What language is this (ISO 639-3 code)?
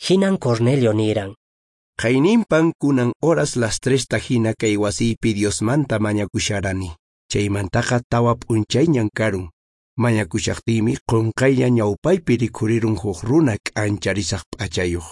que